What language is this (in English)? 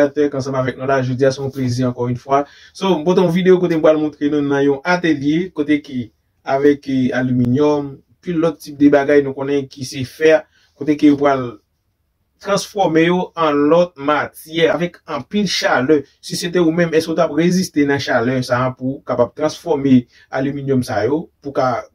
Haitian Creole